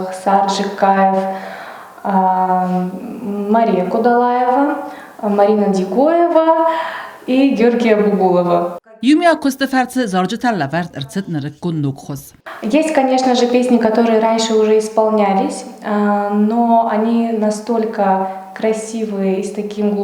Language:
Ossetic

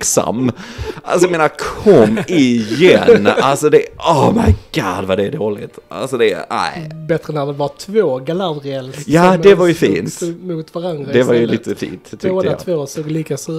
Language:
Swedish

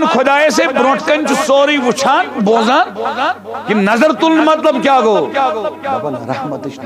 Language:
Kashmiri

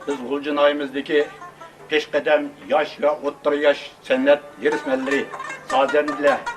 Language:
Uyghur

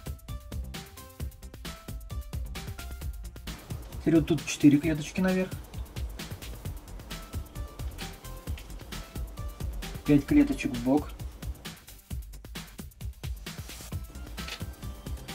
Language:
Russian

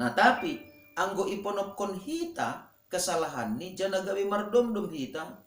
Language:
Batak Simalungun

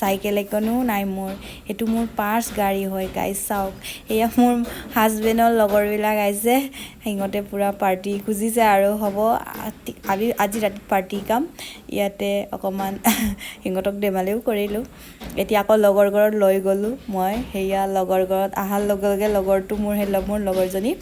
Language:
Assamese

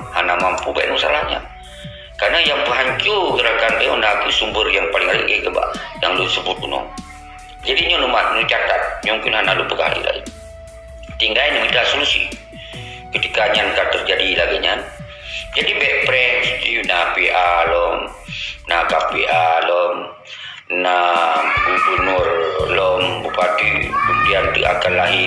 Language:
Achinese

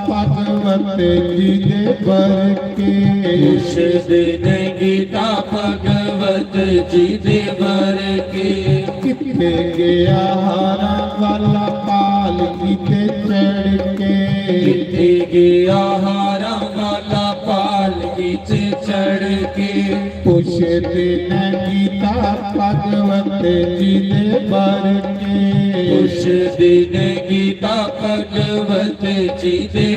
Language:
Dogri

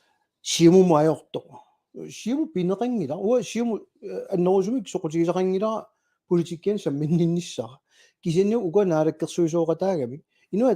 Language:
Kalaallisut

